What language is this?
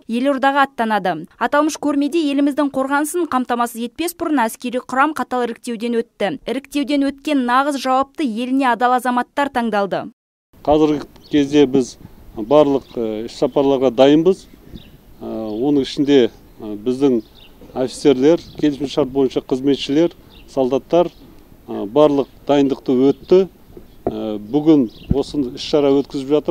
Kazakh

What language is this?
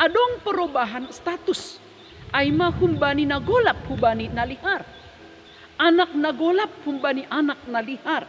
Batak Simalungun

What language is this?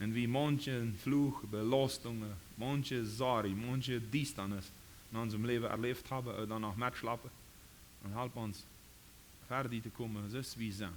Plautdietsch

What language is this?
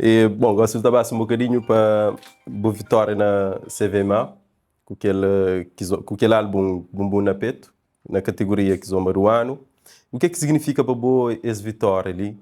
Kabuverdianu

